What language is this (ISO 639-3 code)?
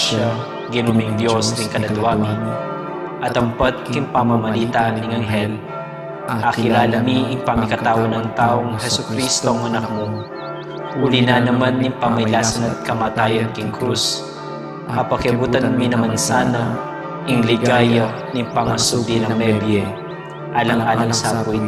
pam